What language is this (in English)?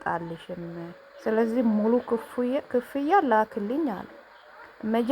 Amharic